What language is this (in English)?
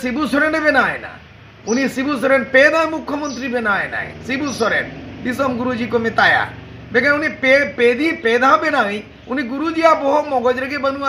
Santali